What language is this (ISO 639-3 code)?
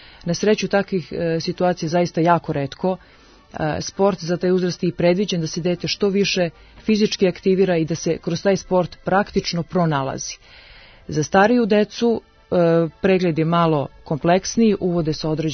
srp